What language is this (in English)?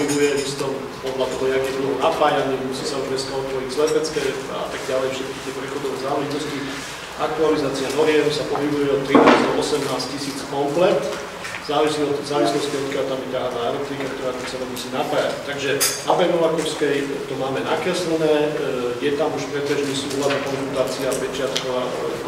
Slovak